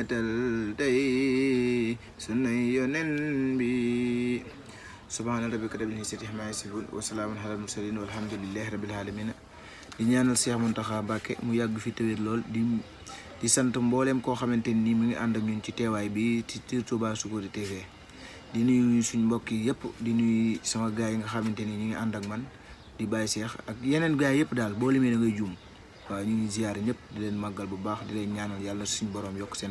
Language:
Wolof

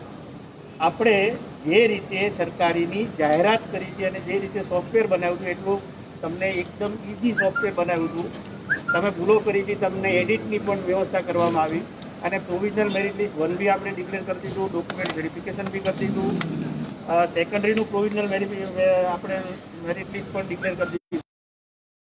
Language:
Gujarati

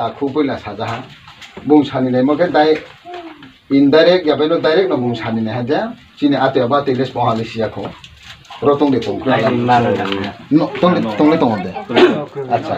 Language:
Riang (India)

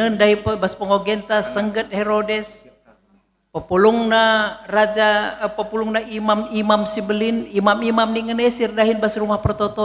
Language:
Batak Karo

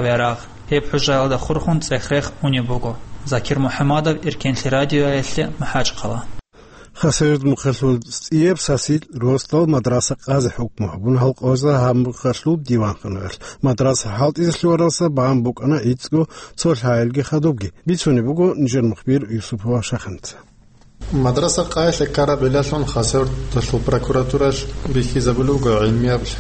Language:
Avaric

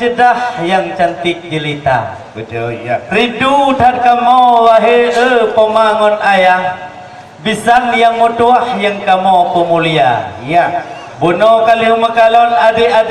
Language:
Achinese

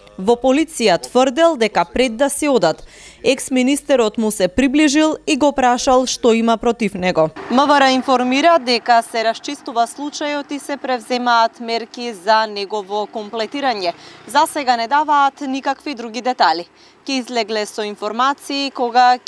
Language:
Macedonian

